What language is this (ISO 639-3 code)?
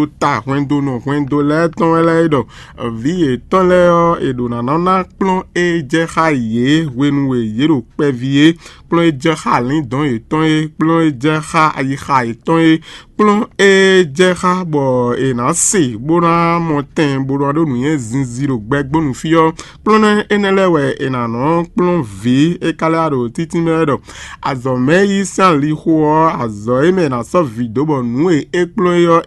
fon